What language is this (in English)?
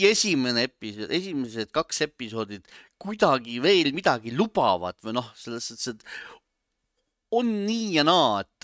Estonian